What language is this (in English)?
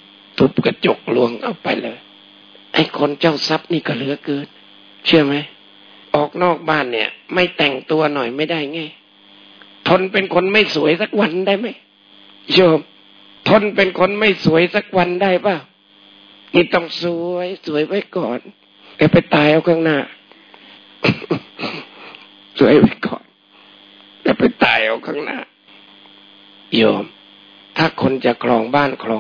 Thai